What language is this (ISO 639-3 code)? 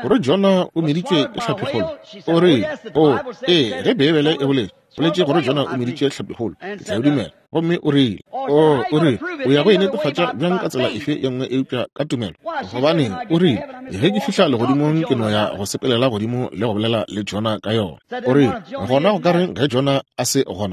nso